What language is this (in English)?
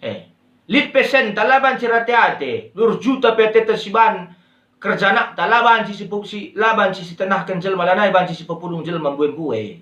Batak Karo